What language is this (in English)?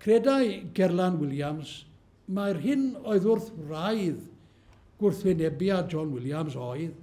Welsh